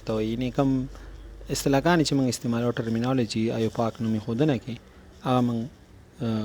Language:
Pashto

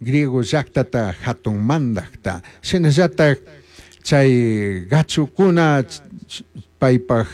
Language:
Chimborazo Highland Quichua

